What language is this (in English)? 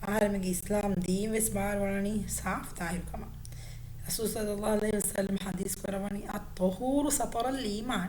Divehi